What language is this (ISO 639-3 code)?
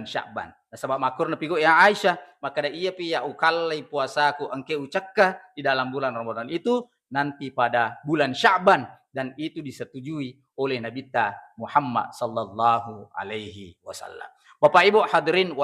bug